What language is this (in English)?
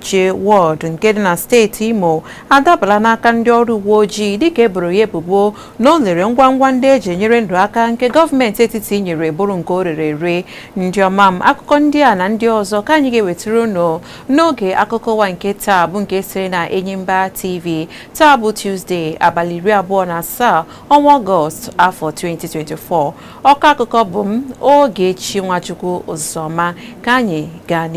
Igbo